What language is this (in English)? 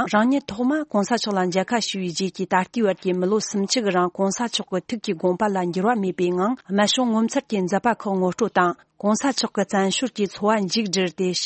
Tibetan